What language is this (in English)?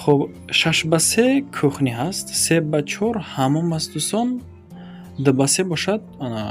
Tajik